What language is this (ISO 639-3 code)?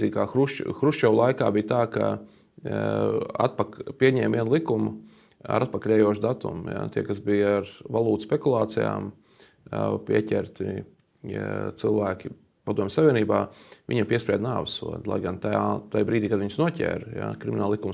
lav